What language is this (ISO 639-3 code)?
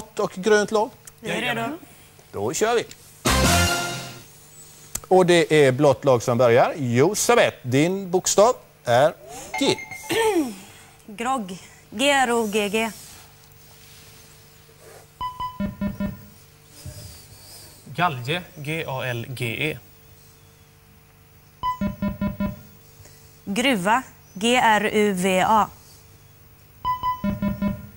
swe